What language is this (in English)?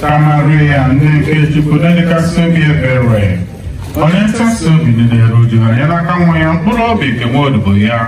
Igbo